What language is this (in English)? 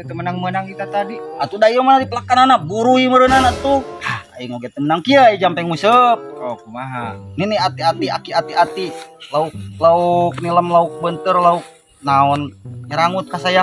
Sundanese